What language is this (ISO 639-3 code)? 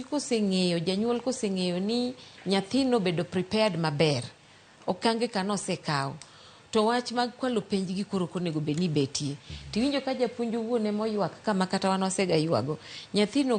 luo